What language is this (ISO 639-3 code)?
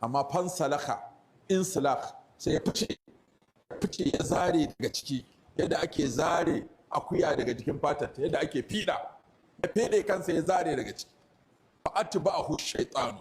hau